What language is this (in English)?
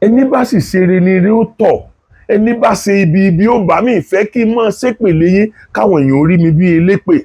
Yoruba